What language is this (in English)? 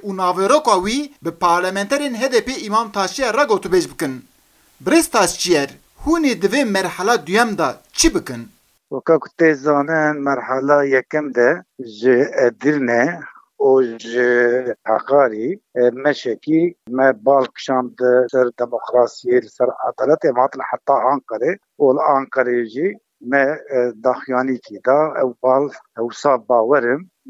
Kurdish